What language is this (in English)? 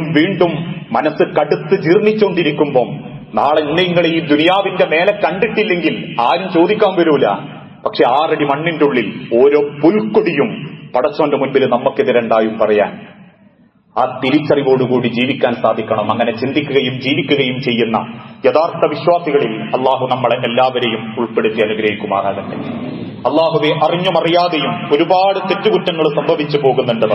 Malayalam